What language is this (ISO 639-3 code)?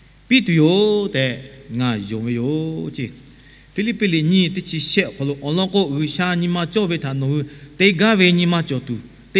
lhu